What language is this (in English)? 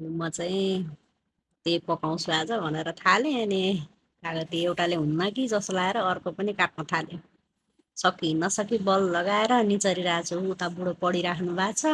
Nepali